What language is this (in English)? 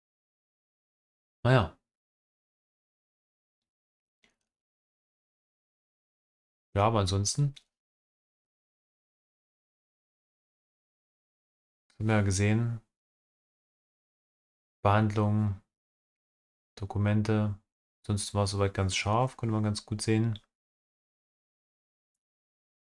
German